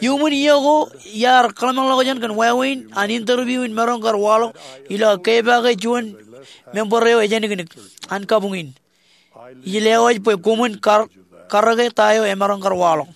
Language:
Marshallese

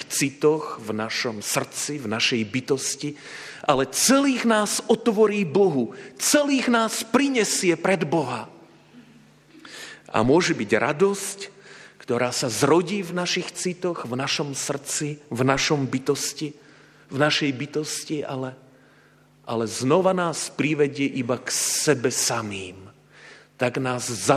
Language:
Slovak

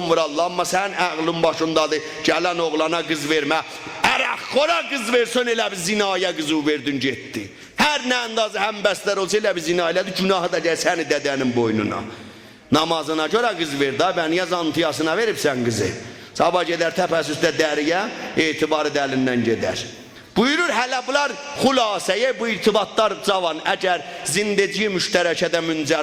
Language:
South Azerbaijani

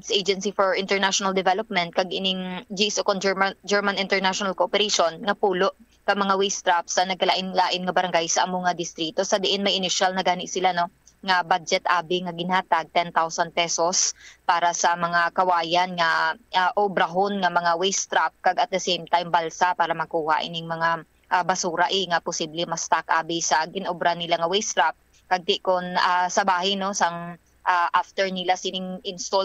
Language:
Hiligaynon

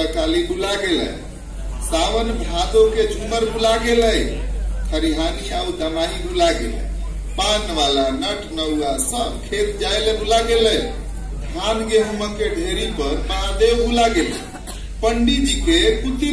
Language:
Magahi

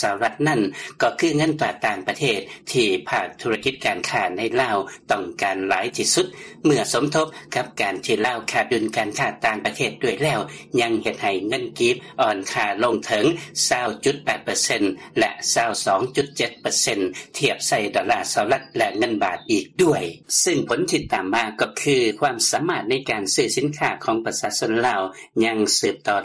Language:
Lao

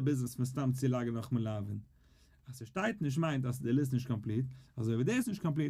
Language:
Yiddish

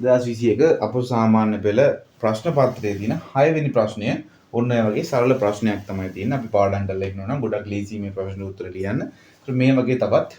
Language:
Sinhala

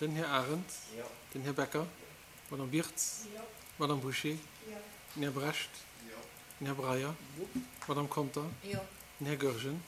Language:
Luxembourgish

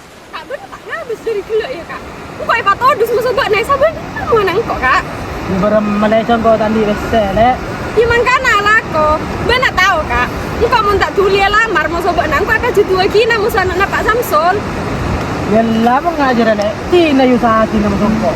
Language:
Madurese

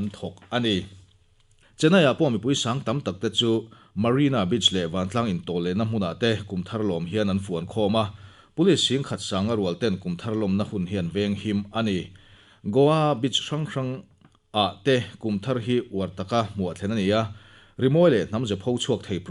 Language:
Mizo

